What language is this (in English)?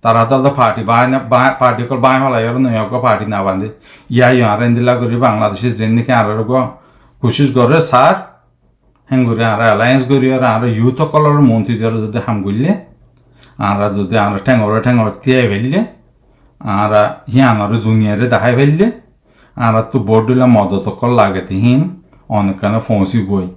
Rohingya